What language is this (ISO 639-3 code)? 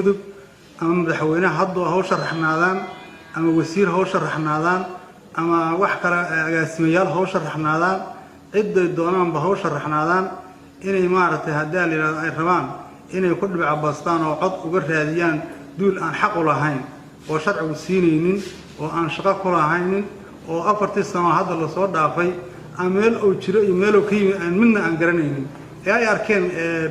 som